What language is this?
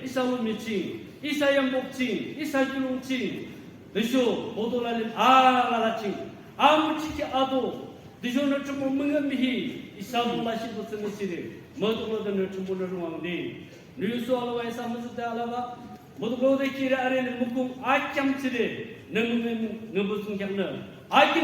Naga Pidgin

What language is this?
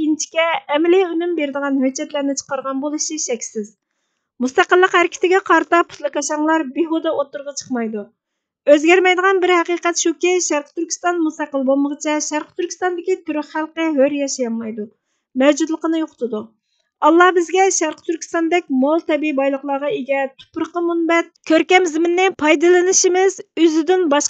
Uyghur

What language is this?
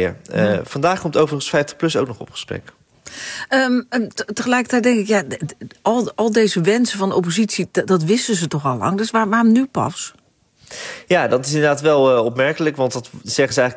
Dutch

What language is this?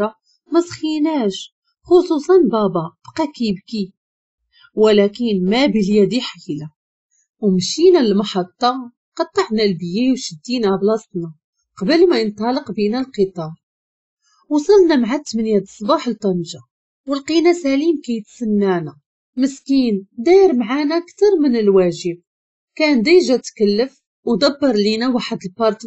Moroccan Arabic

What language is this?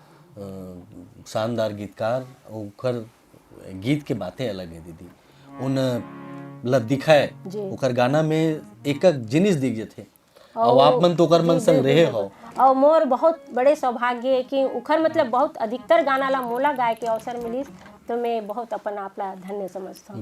Chhattisgarhi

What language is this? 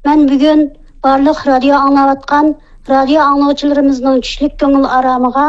Uyghur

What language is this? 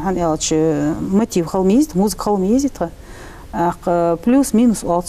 Ingush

